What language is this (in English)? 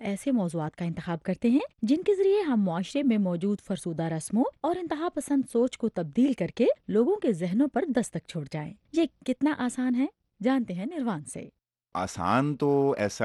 Urdu